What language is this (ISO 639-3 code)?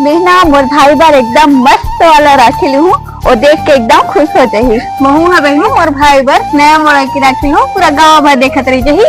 hne